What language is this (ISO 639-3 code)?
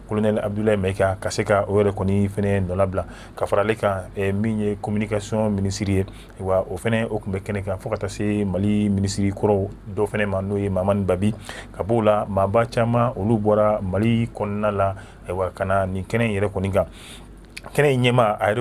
bam